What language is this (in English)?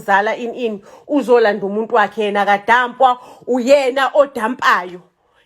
Zulu